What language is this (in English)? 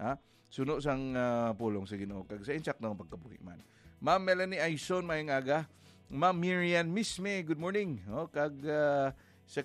Hiligaynon